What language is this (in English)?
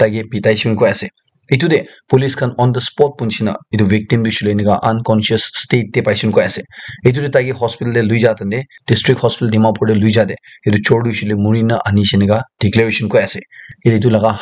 Naga Pidgin